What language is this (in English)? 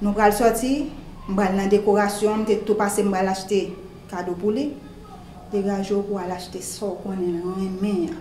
Haitian Creole